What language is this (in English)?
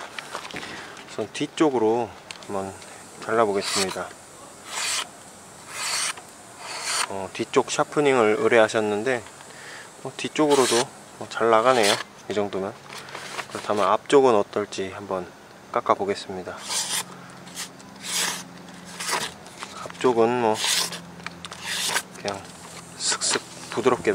Korean